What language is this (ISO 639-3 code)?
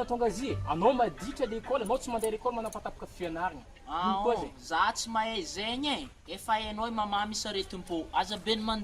mlg